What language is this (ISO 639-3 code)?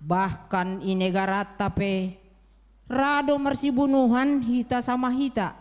bts